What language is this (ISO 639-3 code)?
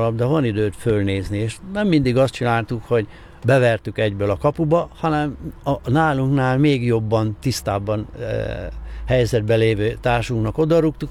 hun